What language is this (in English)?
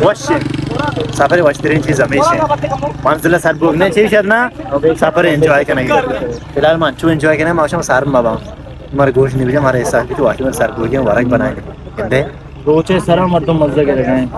Baluchi